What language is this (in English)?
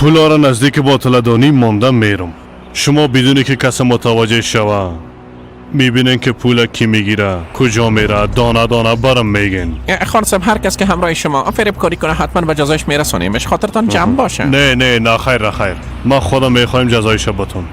Persian